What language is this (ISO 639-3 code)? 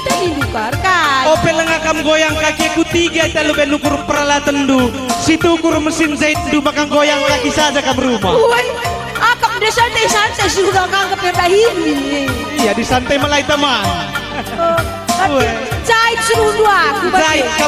btx